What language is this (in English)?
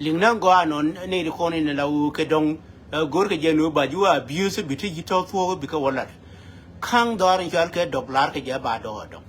Nuer